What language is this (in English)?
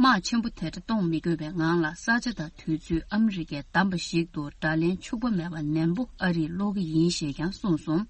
Tibetan